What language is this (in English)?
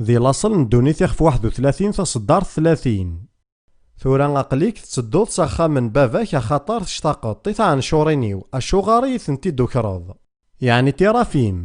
Kabyle